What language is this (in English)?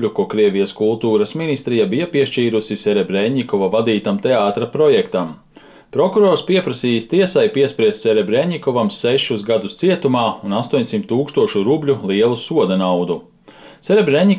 Latvian